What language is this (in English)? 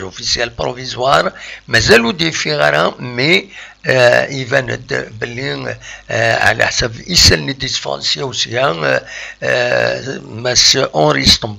Kabyle